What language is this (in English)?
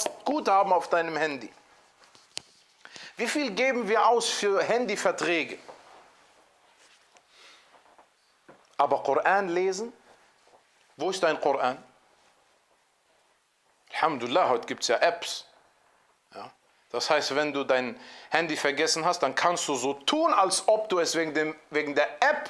German